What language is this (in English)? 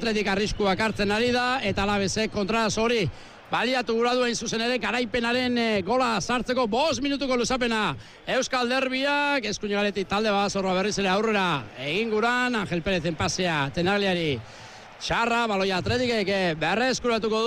Basque